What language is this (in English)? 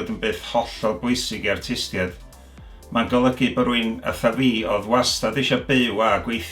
Welsh